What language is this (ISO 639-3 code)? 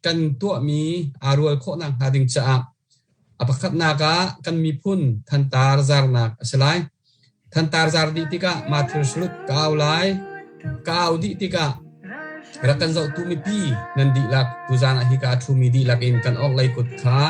cnh